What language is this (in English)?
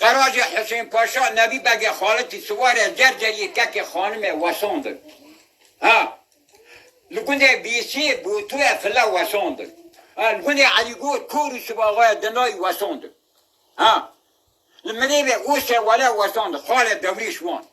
Kurdish